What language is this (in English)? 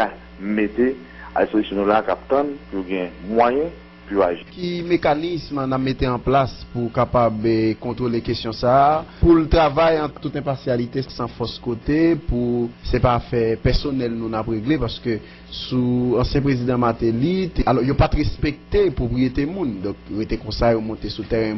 Haitian Creole